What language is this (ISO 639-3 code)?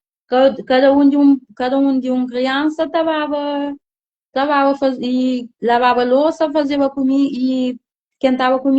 kea